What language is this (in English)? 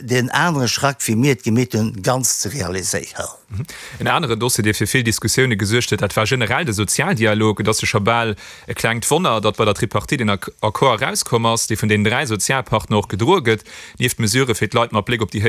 Luxembourgish